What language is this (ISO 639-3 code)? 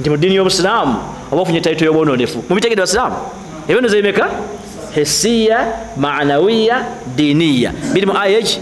lug